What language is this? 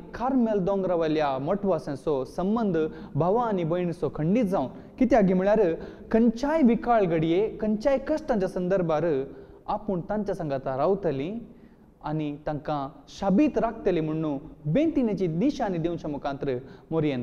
Konkani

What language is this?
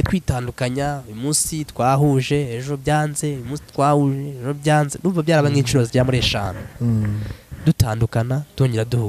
Kinyarwanda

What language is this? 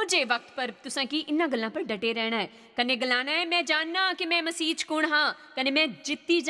Dogri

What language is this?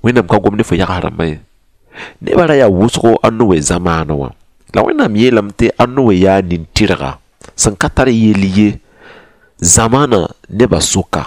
Mossi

